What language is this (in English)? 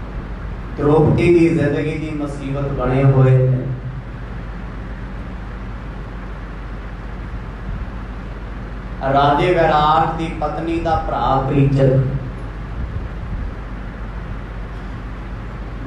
Punjabi